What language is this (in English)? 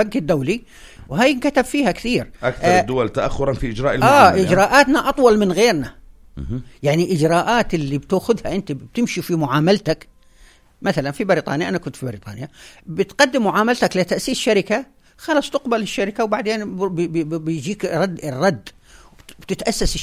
North Levantine Arabic